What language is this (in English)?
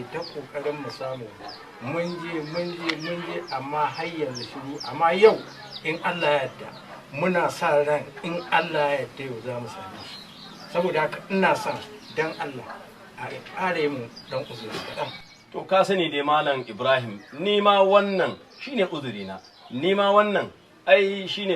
Hausa